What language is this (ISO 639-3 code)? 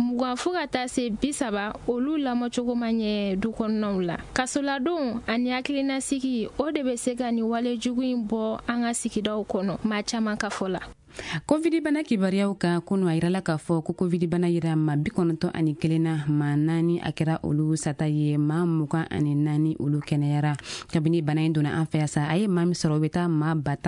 bam